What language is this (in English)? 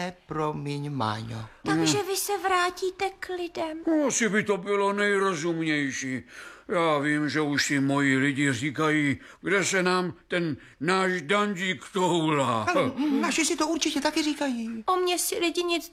Czech